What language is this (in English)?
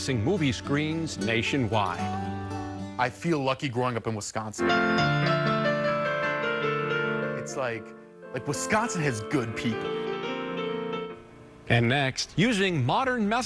English